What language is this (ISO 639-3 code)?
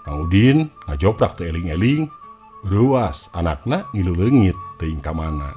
sun